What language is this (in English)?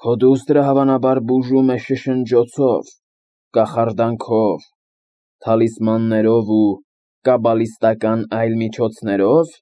Armenian